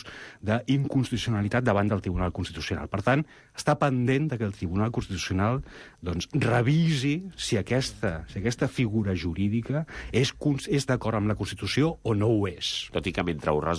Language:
Catalan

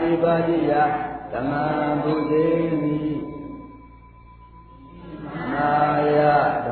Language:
Burmese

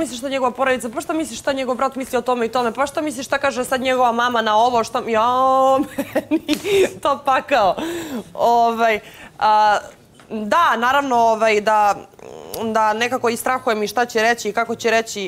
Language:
Serbian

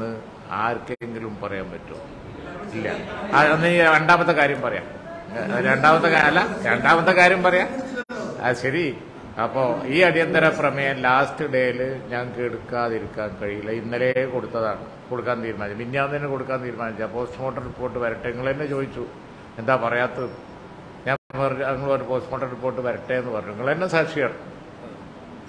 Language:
Malayalam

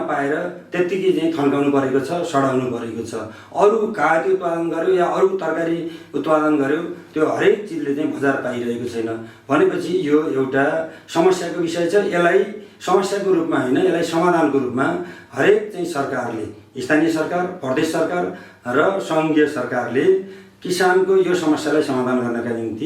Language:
Nepali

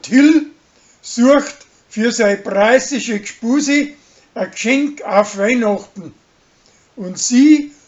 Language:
Bavarian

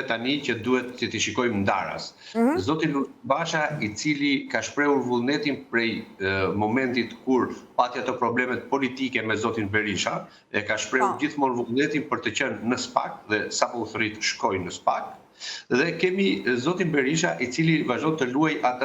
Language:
Albanian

